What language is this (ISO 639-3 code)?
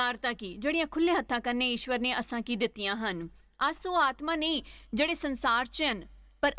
doi